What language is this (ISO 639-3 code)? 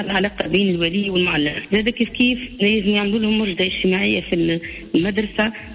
aeb